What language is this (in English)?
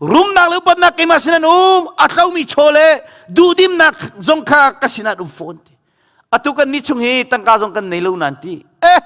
Hakha Chin